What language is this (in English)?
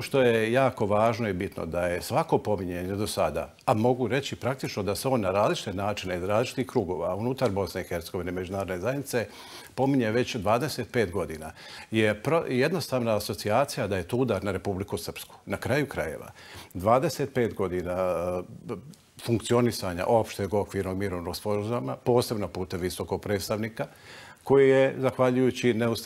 Bosnian